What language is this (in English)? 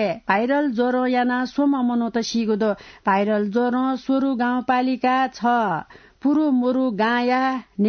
Newari